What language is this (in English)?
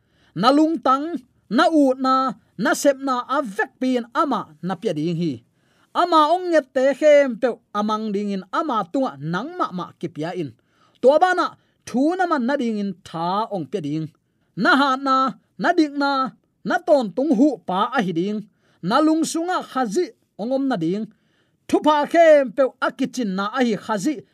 Tedim Chin